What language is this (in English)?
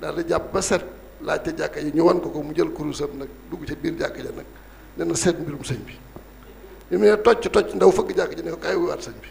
Wolof